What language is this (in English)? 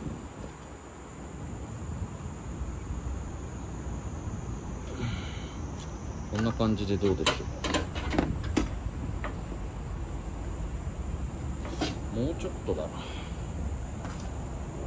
Japanese